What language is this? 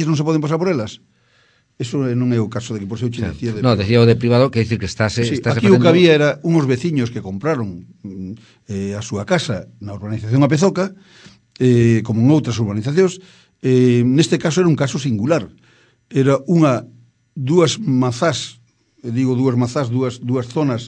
Galician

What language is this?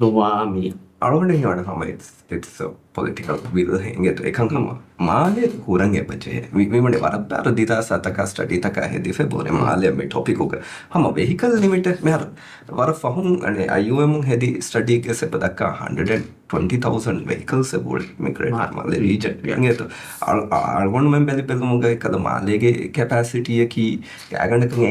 Divehi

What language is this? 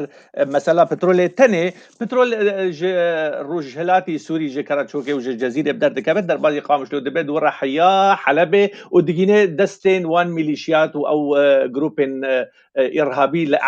Kurdish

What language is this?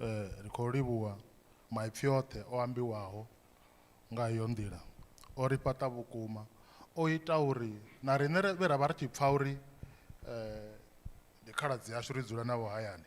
Venda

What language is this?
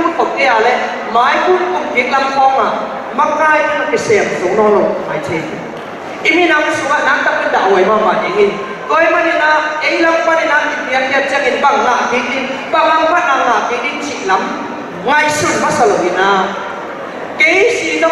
Tedim Chin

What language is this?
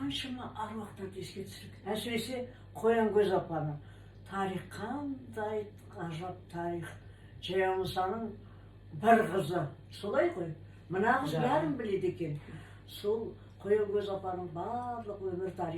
Kazakh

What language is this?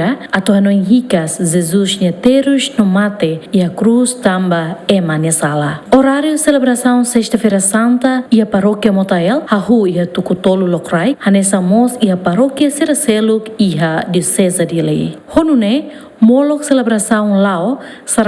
Tetum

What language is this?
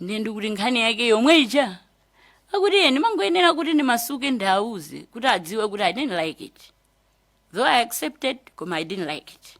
Nyanja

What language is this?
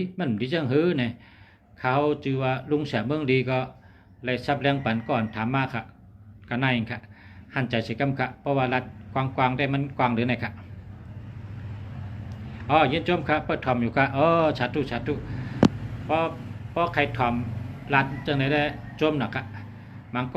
Shan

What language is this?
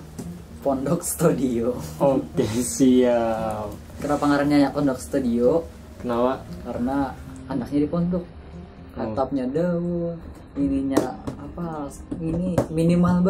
Banjar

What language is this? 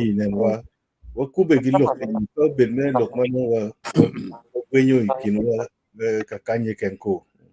Acoli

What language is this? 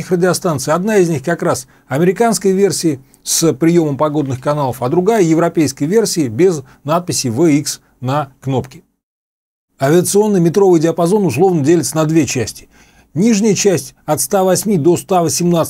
Russian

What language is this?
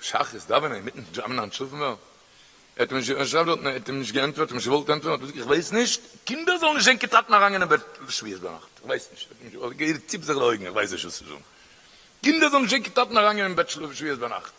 Yiddish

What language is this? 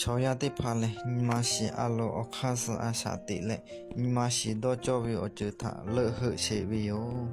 Lahu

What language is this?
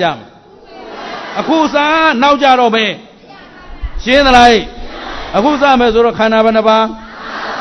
Burmese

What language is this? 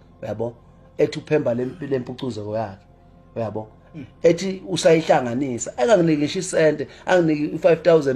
Zulu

